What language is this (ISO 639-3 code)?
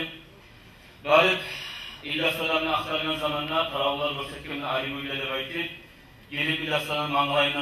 kum